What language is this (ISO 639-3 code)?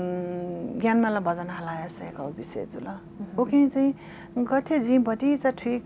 new